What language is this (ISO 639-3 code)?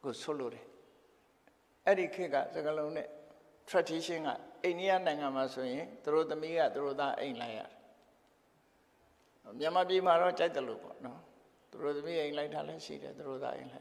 mya